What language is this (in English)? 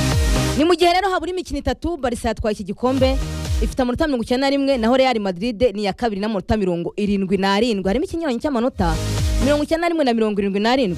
Kinyarwanda